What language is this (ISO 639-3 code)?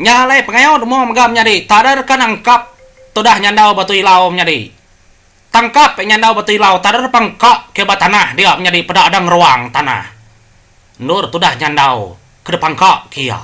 iba